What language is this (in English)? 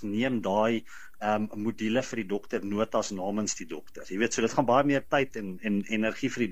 Afrikaans